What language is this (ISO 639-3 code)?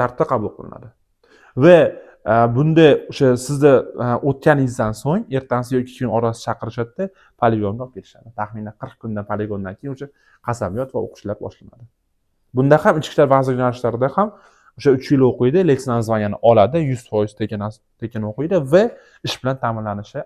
uzb